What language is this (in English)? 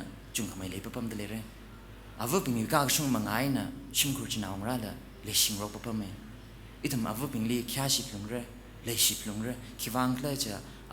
Tangkhul Naga (India)